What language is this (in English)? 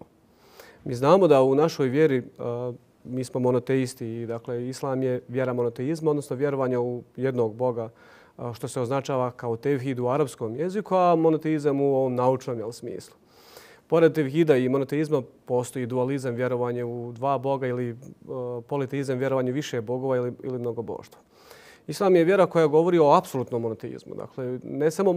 Bosnian